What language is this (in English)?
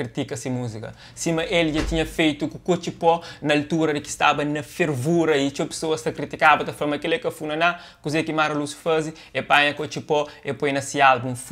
Kabuverdianu